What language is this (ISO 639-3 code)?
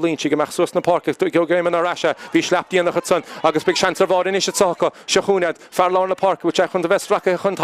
gle